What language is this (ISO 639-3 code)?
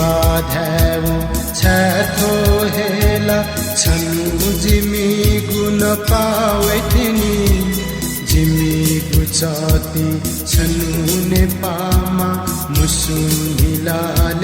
new